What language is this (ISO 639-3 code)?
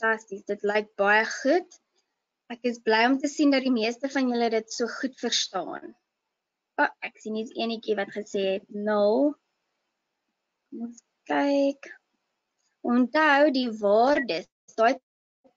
afr